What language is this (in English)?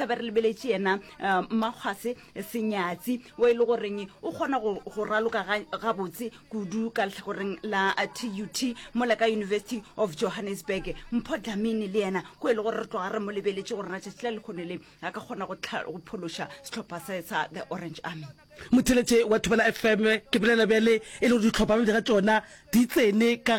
Northern Sotho